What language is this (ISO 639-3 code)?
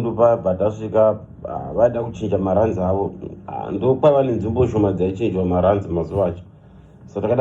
sna